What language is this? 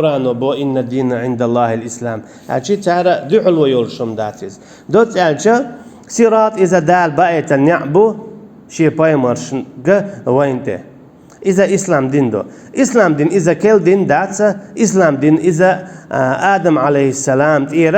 Chechen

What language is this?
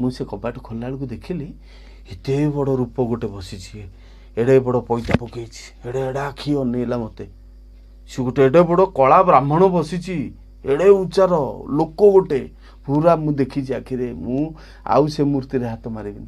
Odia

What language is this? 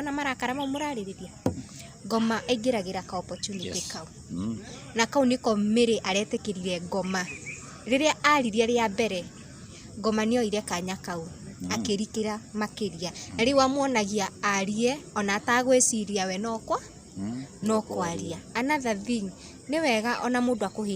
Kikuyu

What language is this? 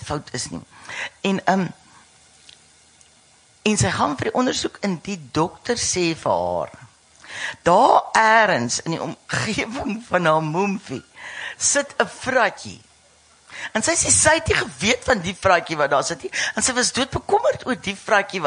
Afrikaans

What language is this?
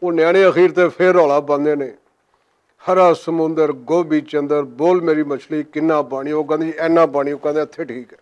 Western Panjabi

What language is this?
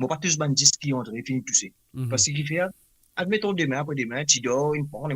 Morisyen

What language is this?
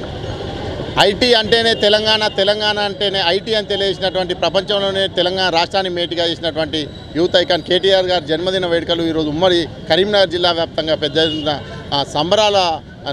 Telugu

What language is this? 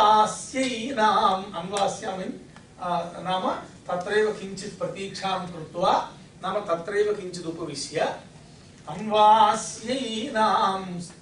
Sanskrit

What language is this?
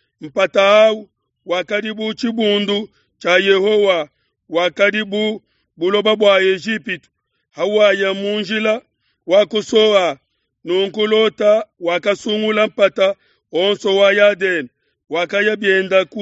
Luba-Lulua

